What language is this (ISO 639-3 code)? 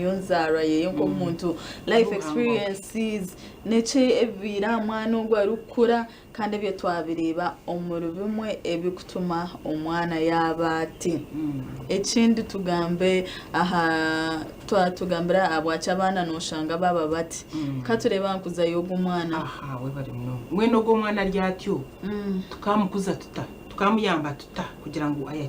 nyn